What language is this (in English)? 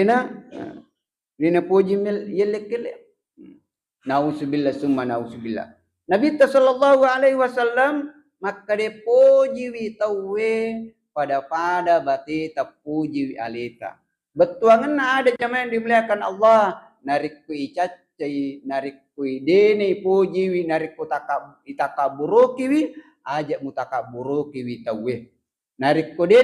Buginese